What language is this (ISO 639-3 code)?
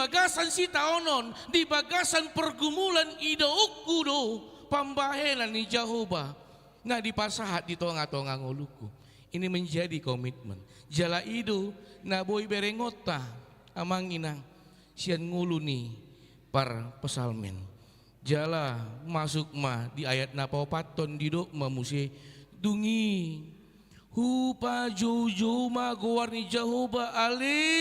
bbc